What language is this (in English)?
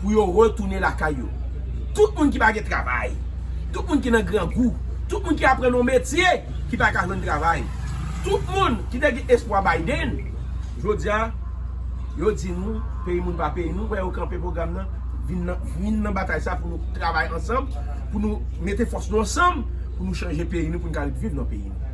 Haitian Creole